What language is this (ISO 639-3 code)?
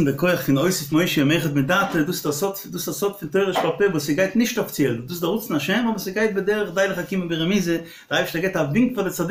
yid